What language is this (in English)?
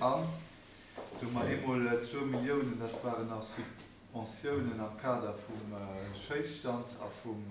Luxembourgish